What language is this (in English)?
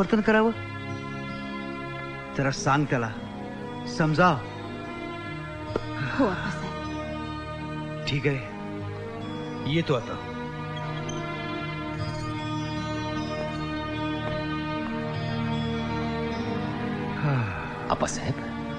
Marathi